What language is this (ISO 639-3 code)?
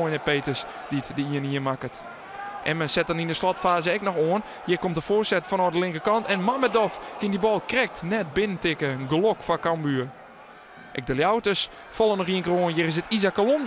fry